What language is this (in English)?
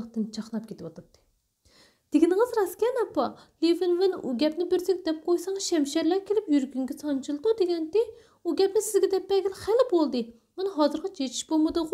Uyghur